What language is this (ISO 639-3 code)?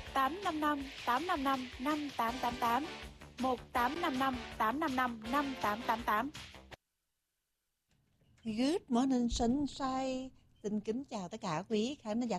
vie